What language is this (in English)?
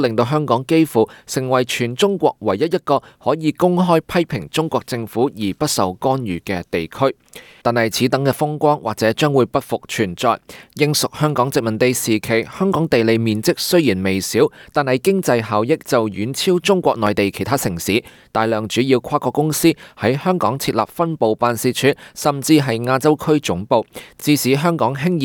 Cantonese